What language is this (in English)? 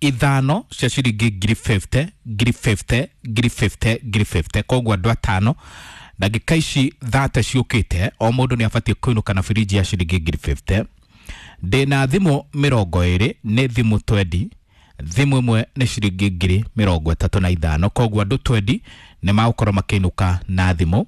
Kikuyu